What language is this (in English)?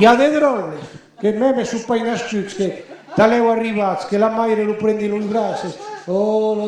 Occitan